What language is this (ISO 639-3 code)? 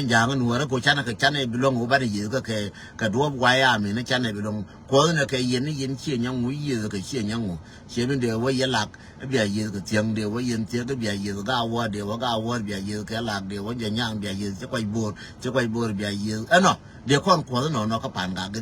nus